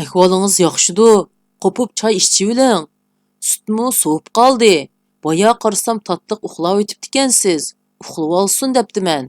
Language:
Uyghur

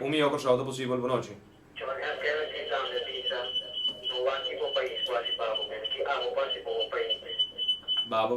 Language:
Papiamento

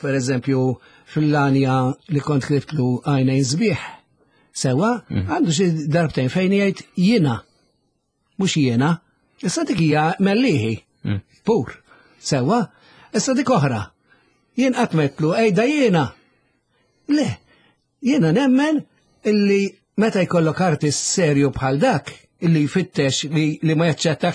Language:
Maltese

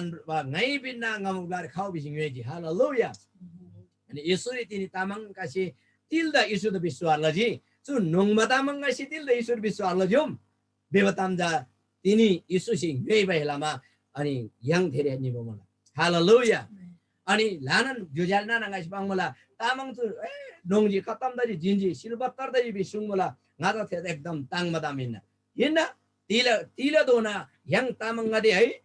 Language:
Eastern Tamang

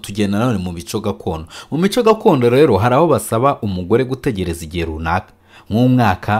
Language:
Kinyarwanda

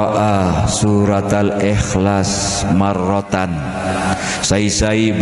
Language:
Sasak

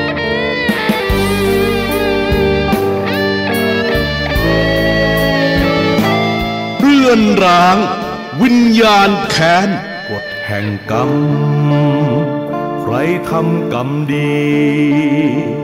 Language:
Thai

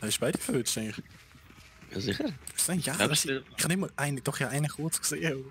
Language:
Swiss German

